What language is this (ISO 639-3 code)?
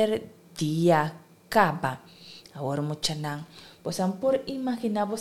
pap